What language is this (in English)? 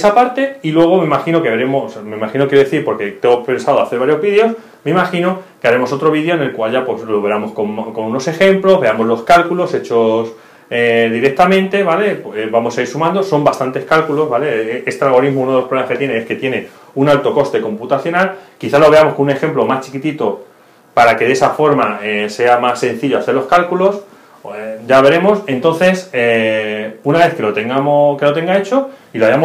Spanish